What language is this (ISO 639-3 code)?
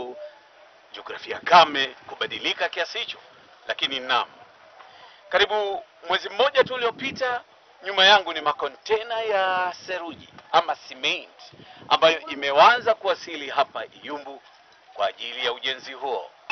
swa